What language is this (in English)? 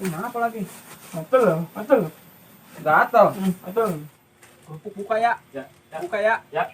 Betawi